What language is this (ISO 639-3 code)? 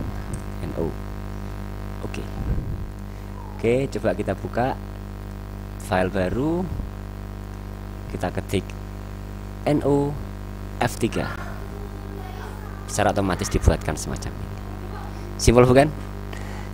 ind